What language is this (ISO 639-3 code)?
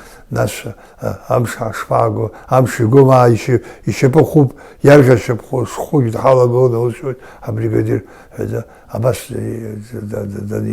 abk